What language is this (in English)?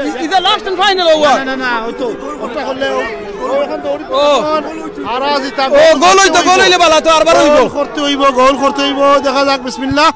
Sylheti